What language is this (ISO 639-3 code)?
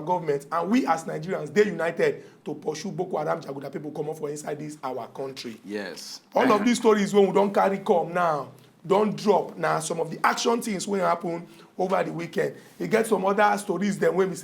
pcm